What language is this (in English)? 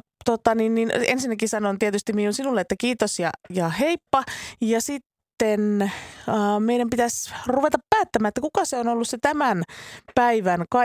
Finnish